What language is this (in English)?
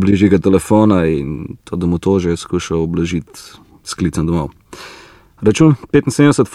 Slovenian